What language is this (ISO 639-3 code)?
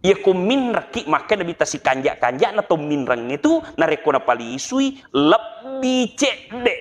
bug